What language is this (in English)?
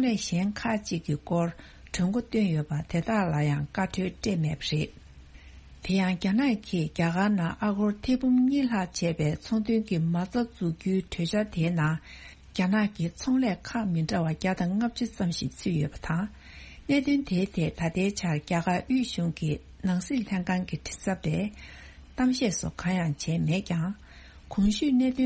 Tibetan